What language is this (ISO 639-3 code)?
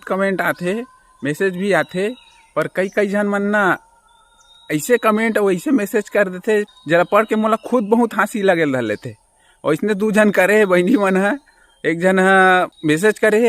hne